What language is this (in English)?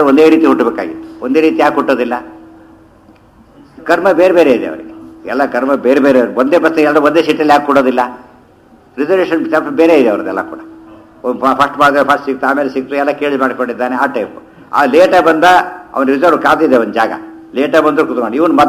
Kannada